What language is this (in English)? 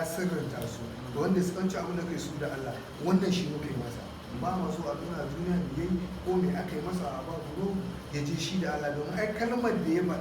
Hausa